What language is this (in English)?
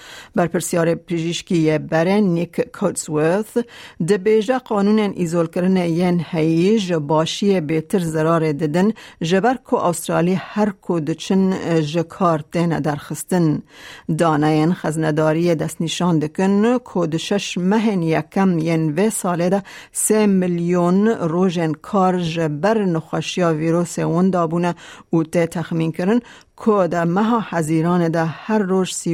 Kurdish